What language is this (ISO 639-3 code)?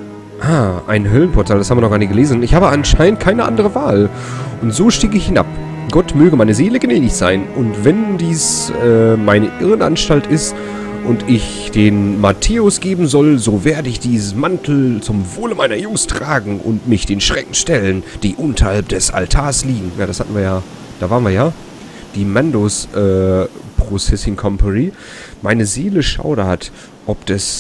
deu